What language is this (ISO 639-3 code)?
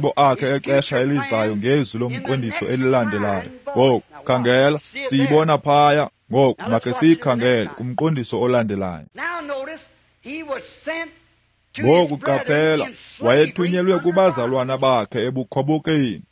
xho